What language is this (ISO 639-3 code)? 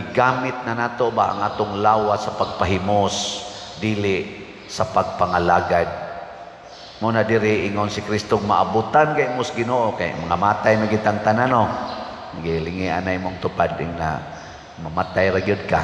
ceb